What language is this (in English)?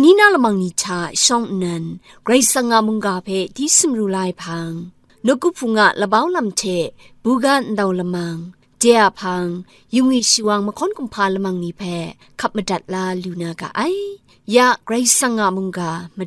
Kachin